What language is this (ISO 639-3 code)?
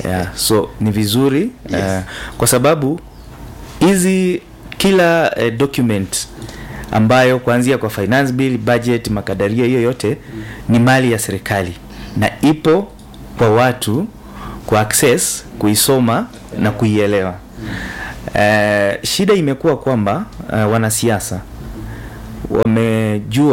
swa